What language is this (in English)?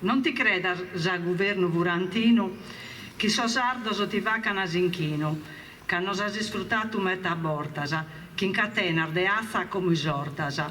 Sardinian